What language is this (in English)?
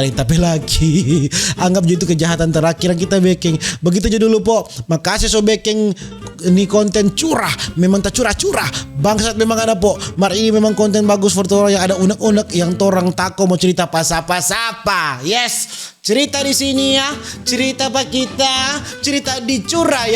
Manado Malay